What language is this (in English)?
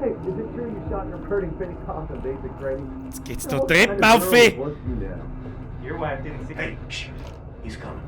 Bavarian